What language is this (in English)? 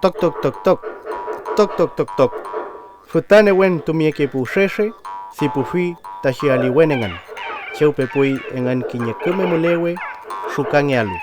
Huilliche